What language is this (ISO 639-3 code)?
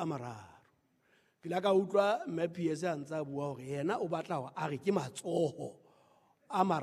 sot